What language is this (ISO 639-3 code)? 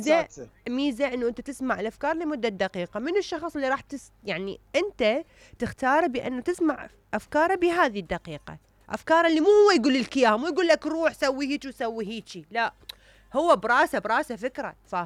acm